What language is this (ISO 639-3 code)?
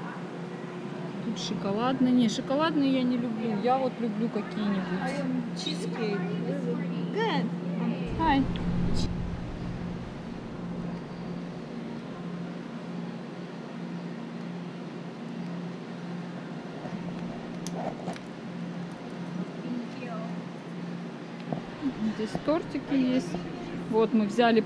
rus